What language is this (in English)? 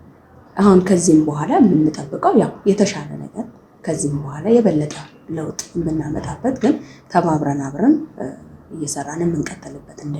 Amharic